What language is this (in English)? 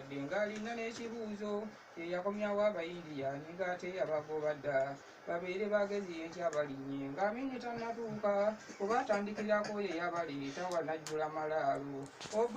Ganda